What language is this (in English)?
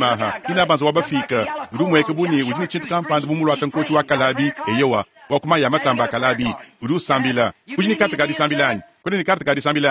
Luba-Lulua